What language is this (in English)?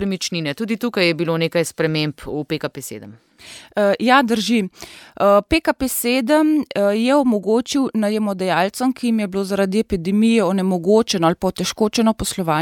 Slovenian